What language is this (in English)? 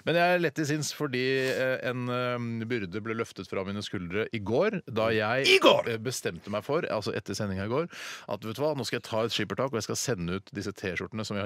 Norwegian